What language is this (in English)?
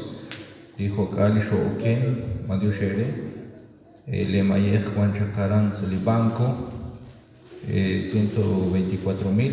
Kekchí